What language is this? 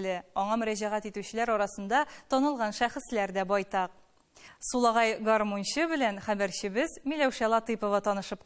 Tatar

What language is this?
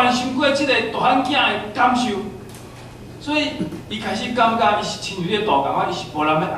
Min Nan Chinese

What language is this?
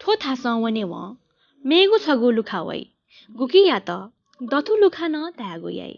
Newari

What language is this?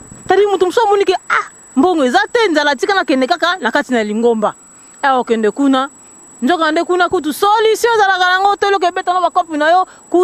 Lingala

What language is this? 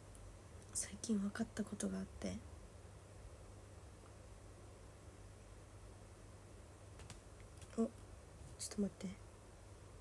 Japanese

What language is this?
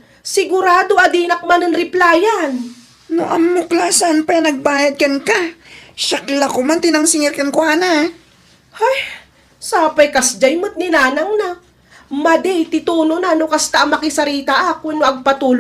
Iloko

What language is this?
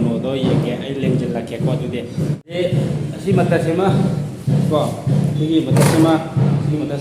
Manipuri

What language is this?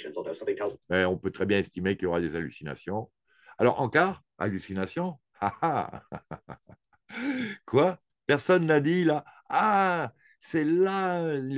French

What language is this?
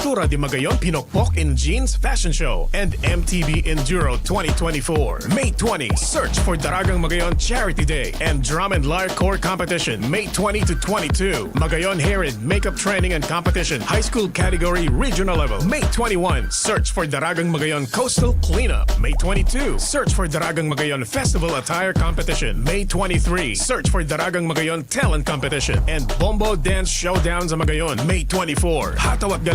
Bikol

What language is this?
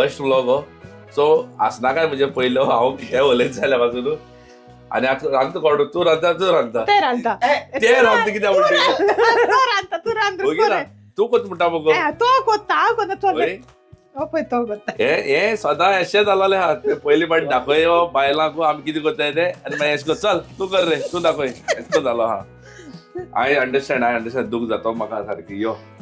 Konkani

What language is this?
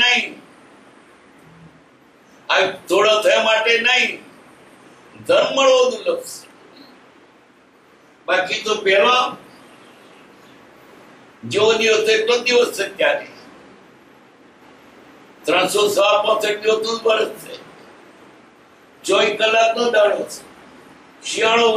Gujarati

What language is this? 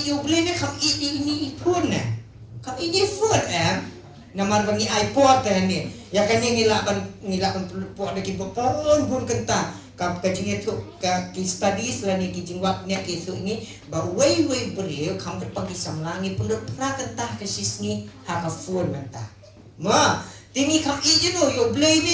Khasi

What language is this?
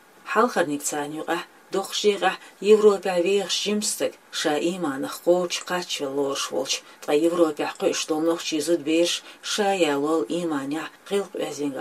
Chechen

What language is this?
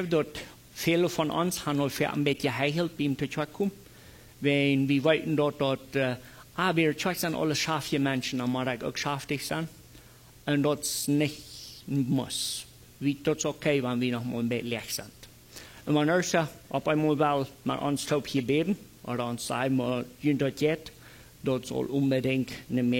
Plautdietsch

